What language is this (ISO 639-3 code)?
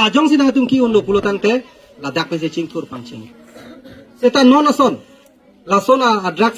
mjw